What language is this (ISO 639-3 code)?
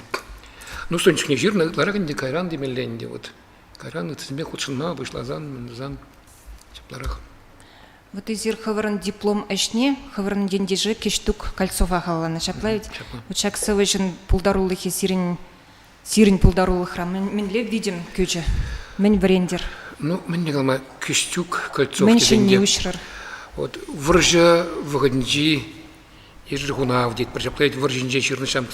chv